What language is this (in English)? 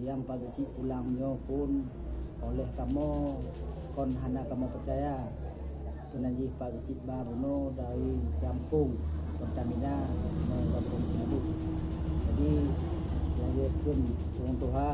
Achinese